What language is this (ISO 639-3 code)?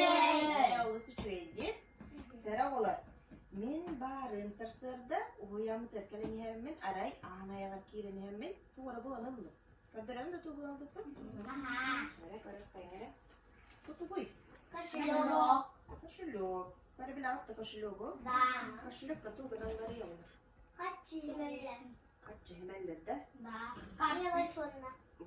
sah